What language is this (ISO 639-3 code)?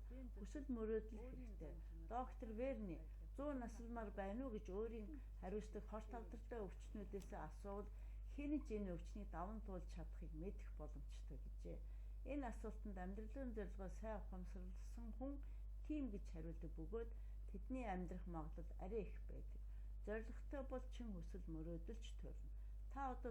mon